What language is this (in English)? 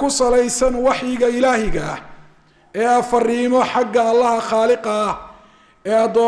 Somali